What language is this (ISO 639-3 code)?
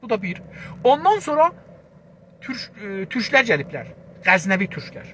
azb